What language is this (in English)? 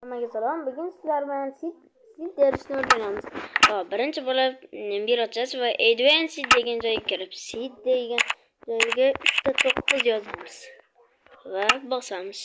Uzbek